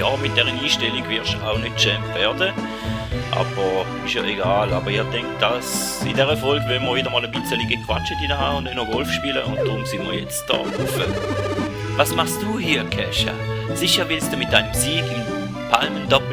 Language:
Swiss German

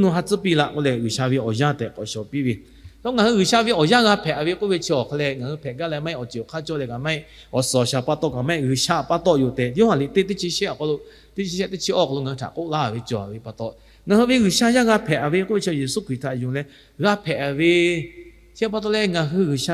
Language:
Lahu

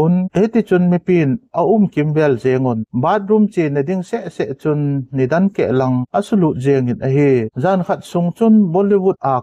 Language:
Thado Chin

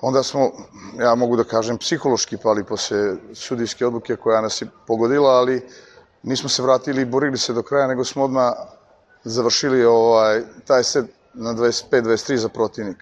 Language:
Serbian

